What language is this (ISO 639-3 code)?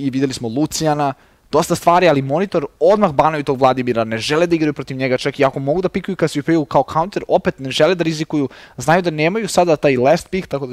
srp